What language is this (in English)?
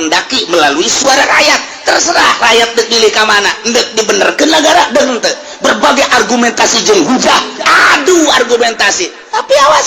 Sundanese